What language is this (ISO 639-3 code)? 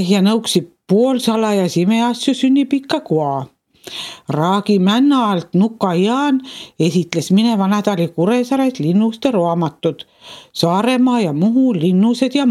est